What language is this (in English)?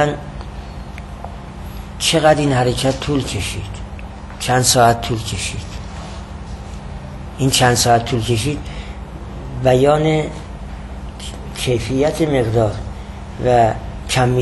Persian